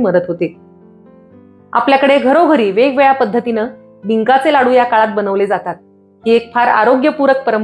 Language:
Marathi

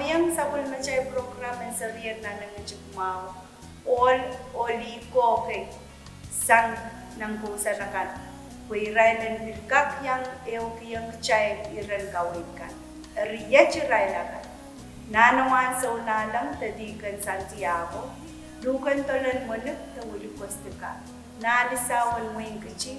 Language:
Pohnpeian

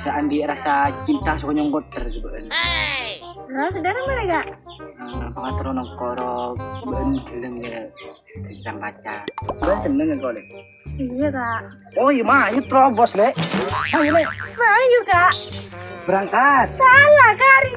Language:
Madurese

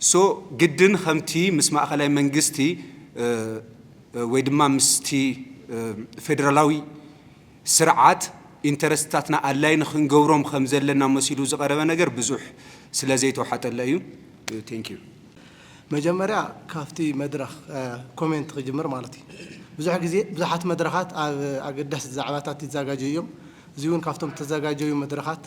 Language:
Tigrinya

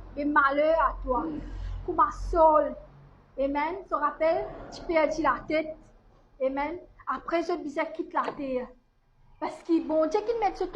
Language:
Morisyen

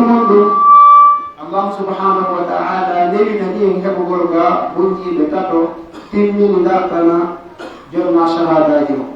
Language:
Pular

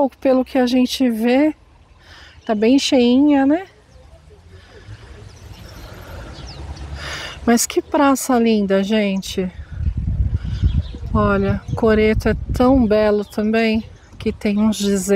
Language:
Portuguese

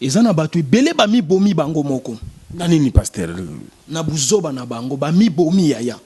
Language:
Lingala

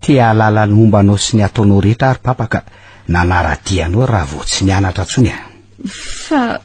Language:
Malagasy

